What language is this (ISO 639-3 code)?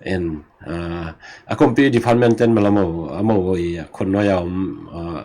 ctd